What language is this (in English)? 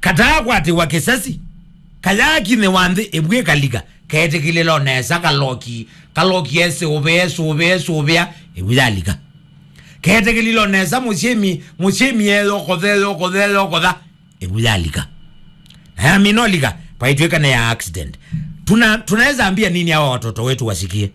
Kamba